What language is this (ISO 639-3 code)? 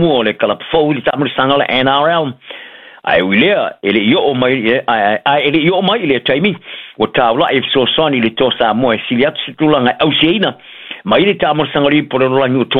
smo